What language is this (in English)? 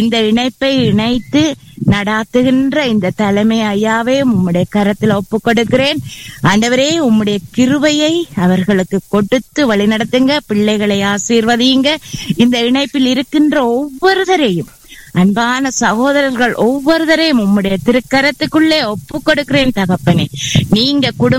Tamil